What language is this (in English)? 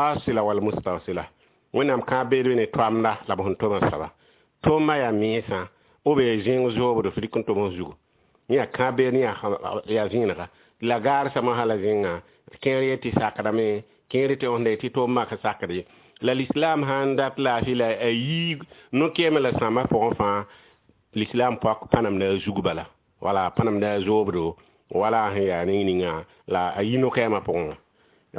Mossi